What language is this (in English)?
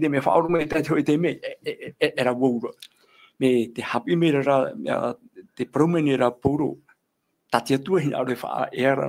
Tahitian